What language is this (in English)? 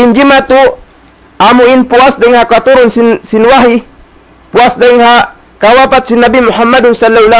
Tausug